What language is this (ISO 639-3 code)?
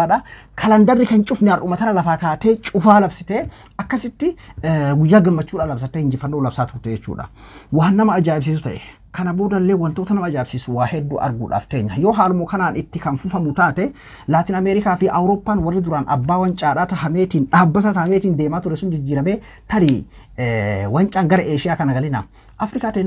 orm